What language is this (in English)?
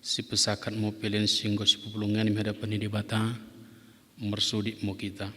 Batak Dairi